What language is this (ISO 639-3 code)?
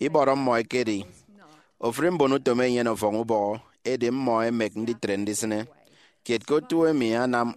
efi